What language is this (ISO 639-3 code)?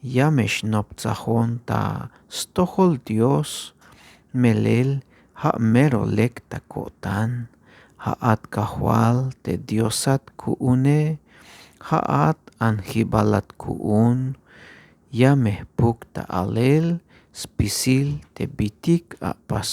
tzh